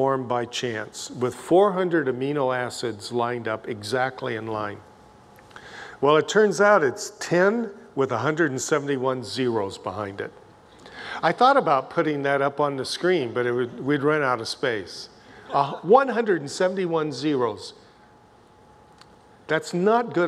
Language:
English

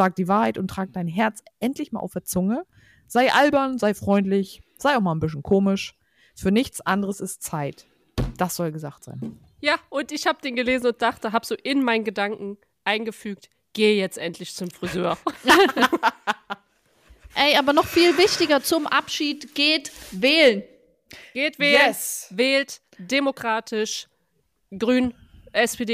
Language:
German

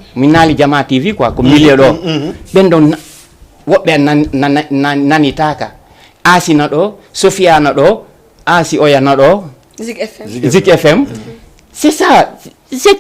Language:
Fula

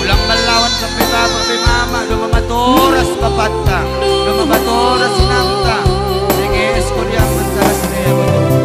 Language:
Batak Simalungun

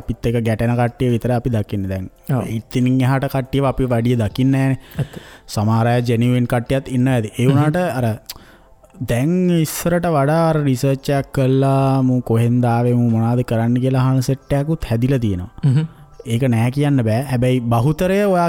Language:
Sinhala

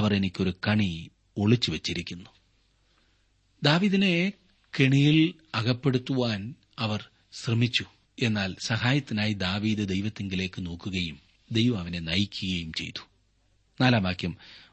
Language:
Malayalam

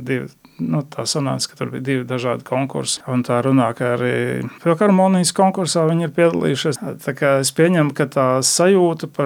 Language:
Latvian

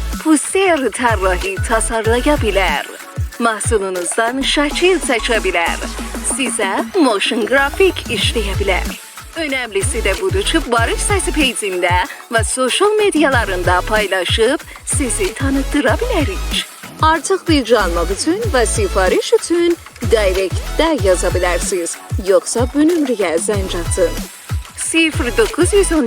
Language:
South Azerbaijani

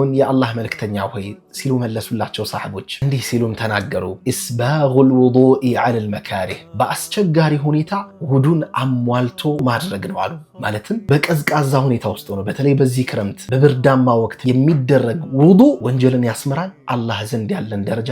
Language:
Amharic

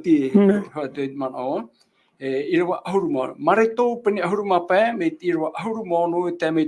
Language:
Tahitian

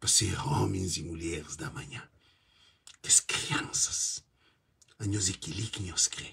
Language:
Kabuverdianu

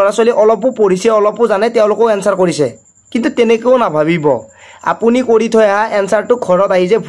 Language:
Assamese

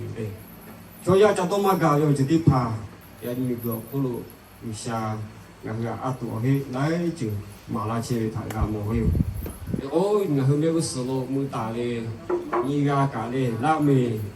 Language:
Lahu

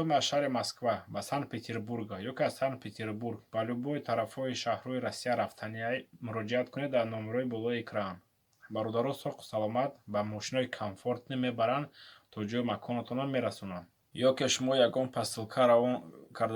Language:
Tajik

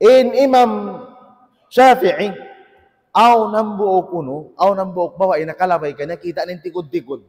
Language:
Tausug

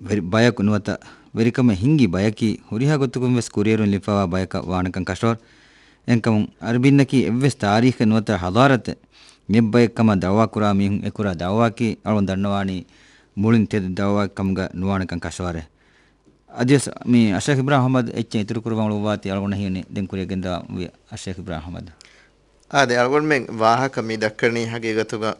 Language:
Divehi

